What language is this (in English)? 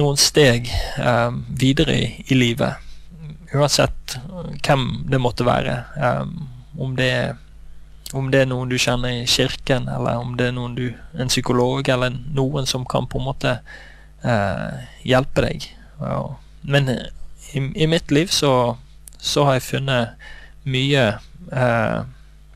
Norwegian